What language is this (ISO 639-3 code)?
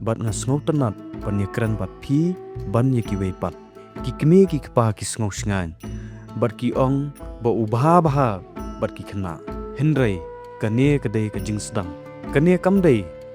kha